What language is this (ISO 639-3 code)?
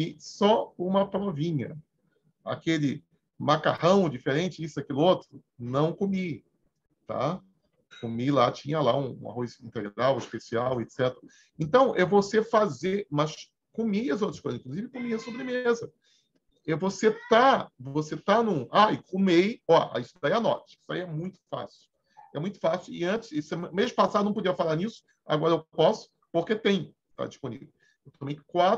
por